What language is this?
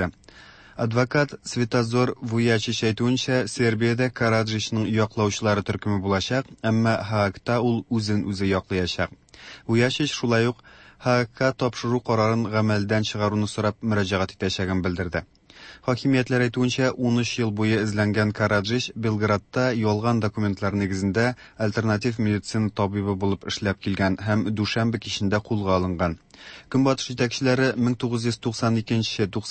Tatar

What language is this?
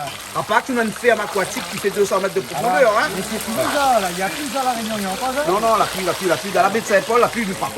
Réunion Creole French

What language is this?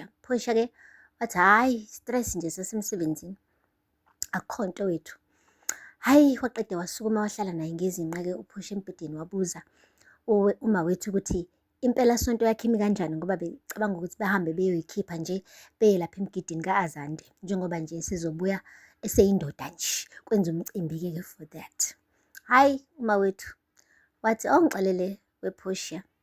Zulu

